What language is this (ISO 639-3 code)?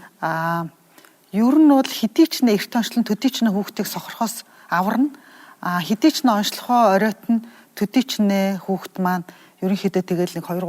mon